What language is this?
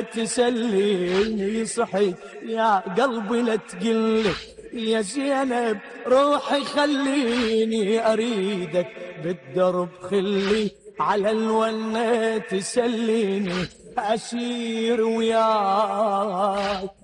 Mesopotamian Arabic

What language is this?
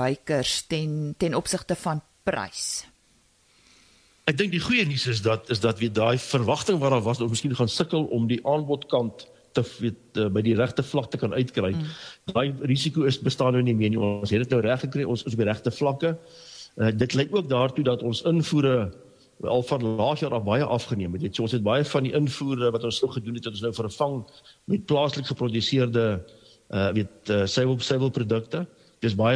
Afrikaans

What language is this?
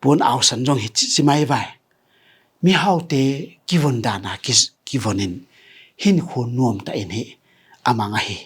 Tedim Chin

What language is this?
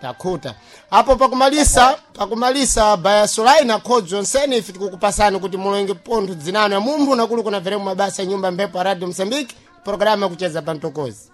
Sena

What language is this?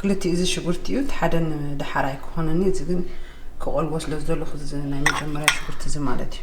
Tigrinya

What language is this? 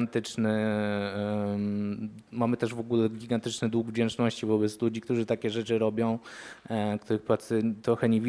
Polish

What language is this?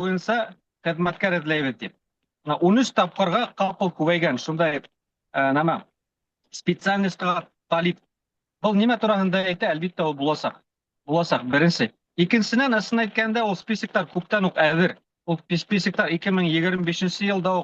Bashkir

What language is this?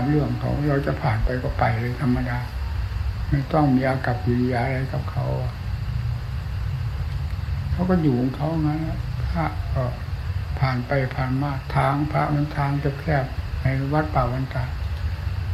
Thai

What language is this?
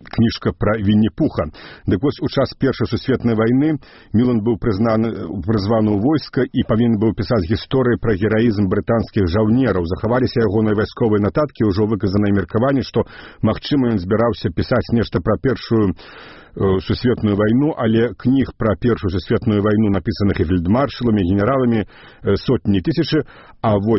Belarusian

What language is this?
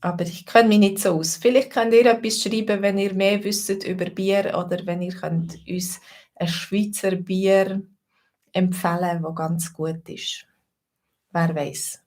Swiss German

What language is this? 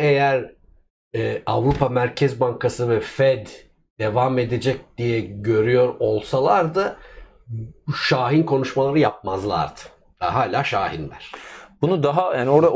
Turkish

